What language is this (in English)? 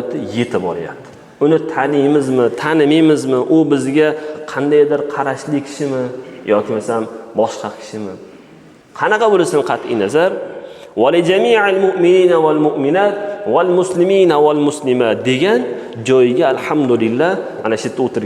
Uzbek